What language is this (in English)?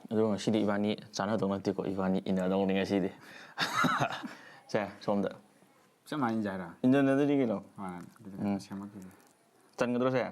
Manipuri